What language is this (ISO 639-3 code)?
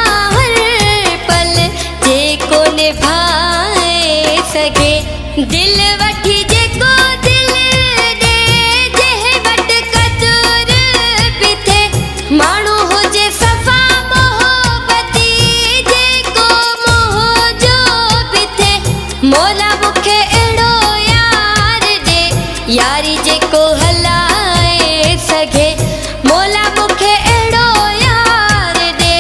snd